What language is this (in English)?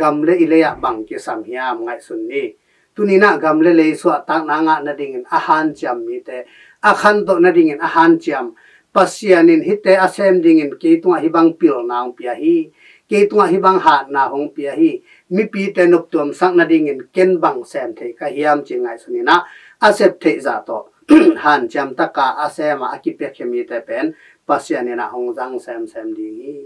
Tedim Chin